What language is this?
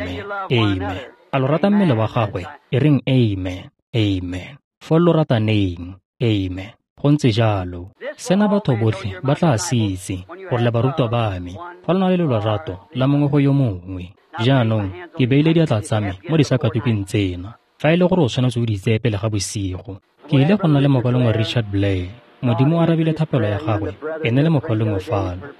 Tswana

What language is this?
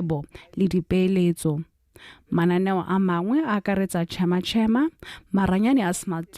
Tswana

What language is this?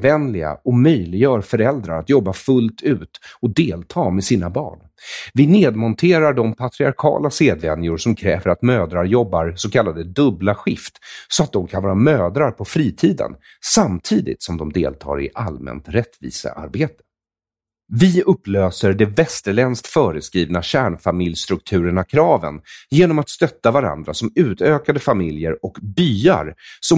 Swedish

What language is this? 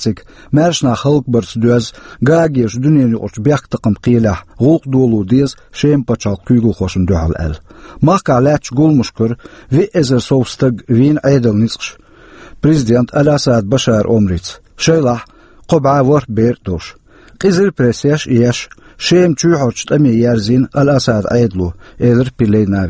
Chechen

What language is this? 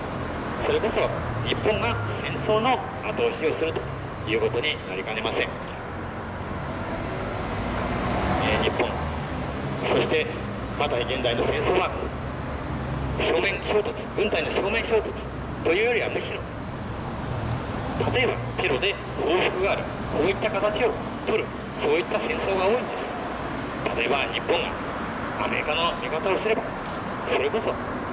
Japanese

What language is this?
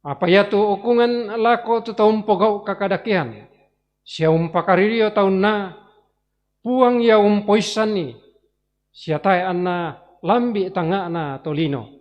Toraja-Sa'dan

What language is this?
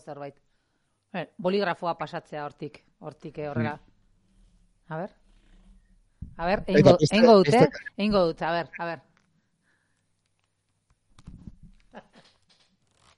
Basque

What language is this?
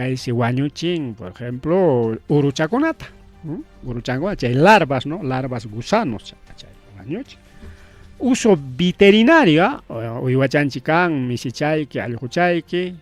Ayacucho Quechua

